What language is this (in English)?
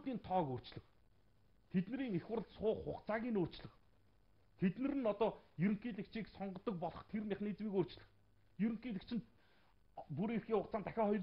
Mongolian